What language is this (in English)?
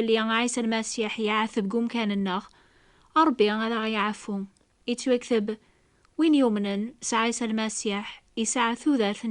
Kabyle